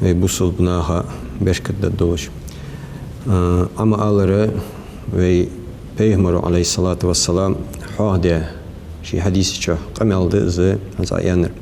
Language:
Ingush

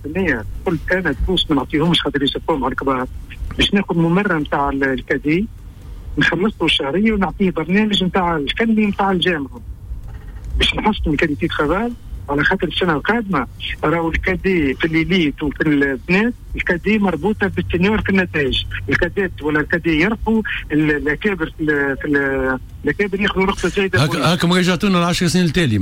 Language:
Tunisian Arabic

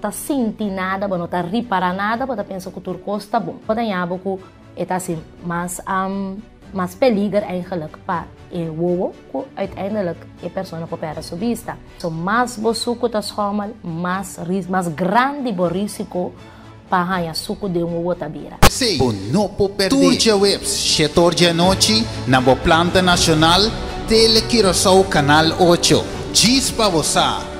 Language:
Papiamento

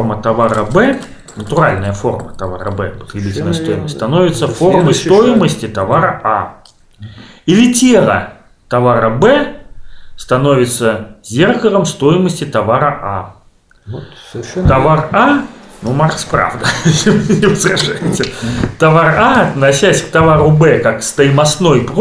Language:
Russian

